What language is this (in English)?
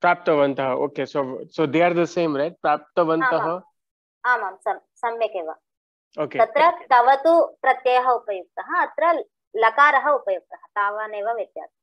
Sanskrit